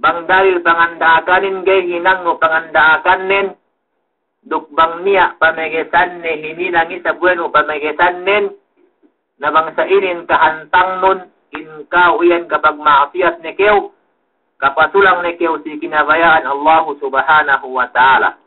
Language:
Yakan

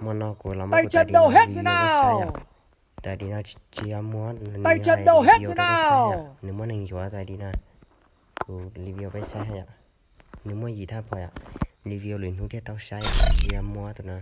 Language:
Hmong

